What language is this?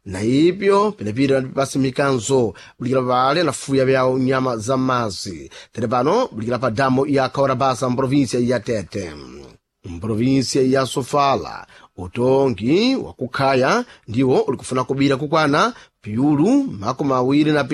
Sena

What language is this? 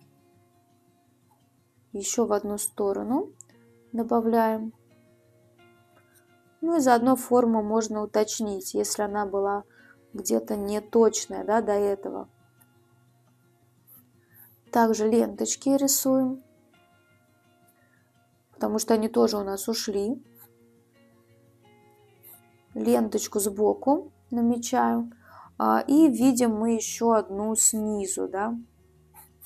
Russian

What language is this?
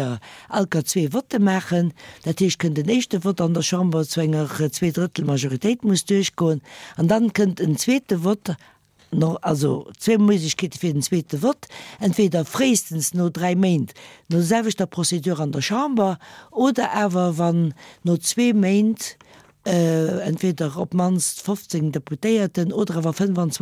Luxembourgish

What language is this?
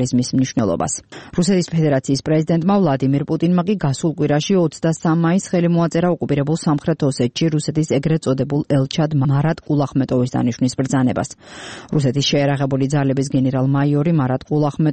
Georgian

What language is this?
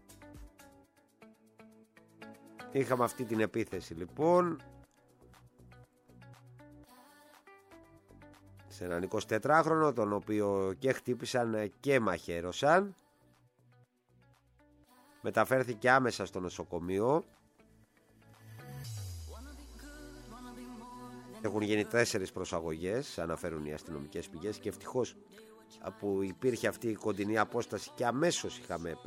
Greek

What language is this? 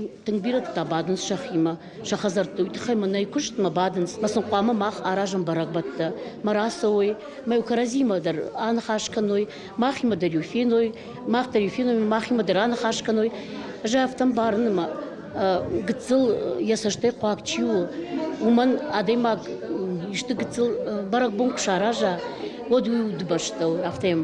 Ossetic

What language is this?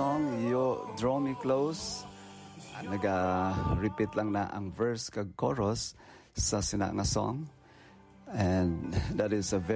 Hiligaynon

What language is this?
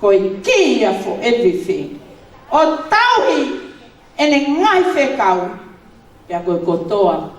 Tongan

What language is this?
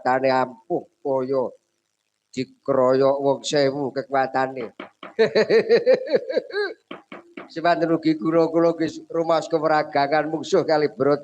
Javanese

